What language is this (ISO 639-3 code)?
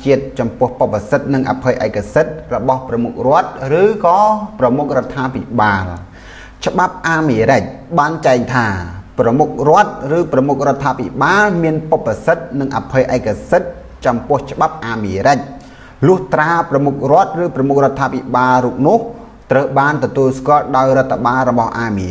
khm